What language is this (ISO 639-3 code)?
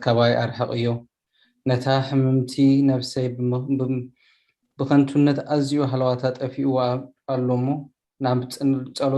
tir